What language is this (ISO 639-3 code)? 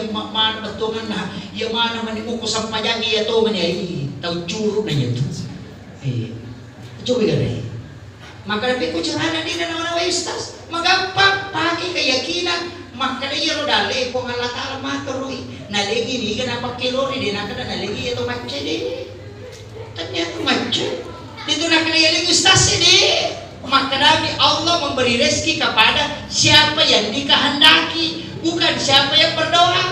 bug